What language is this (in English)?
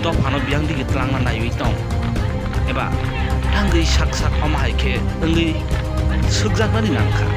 Kok Borok